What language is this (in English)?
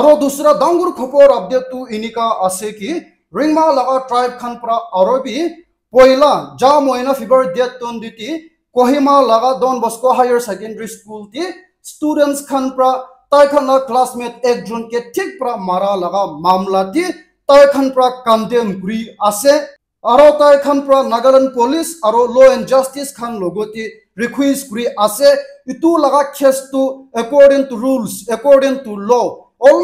Naga Pidgin